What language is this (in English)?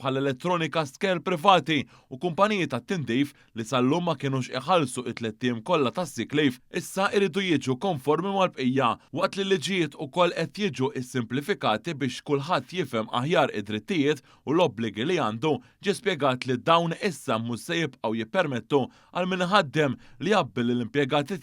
Maltese